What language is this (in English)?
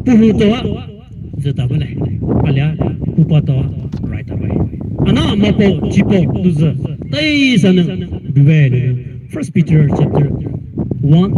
Poumei Naga